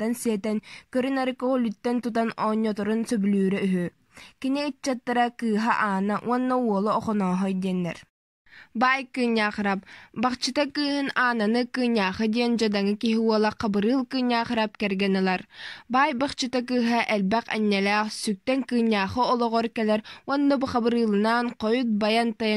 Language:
Yakut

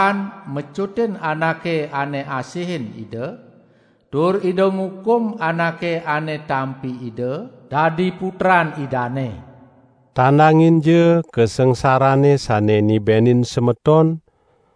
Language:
Balinese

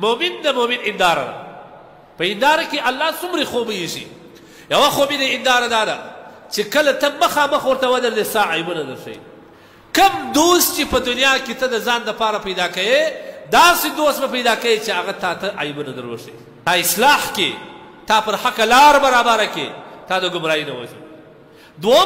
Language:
Pashto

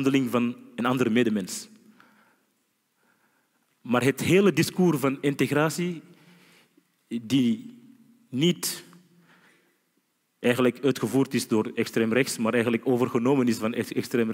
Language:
Dutch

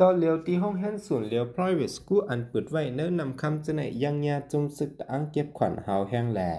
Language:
Shan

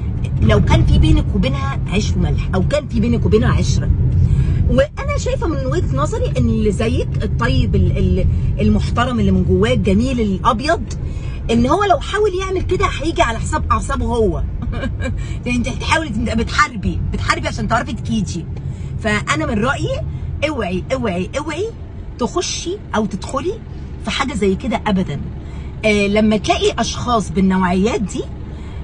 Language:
Egyptian Arabic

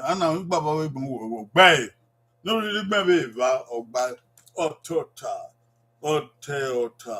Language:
Bini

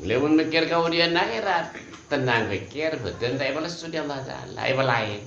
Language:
Madurese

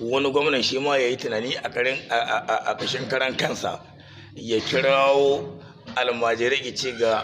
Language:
Hausa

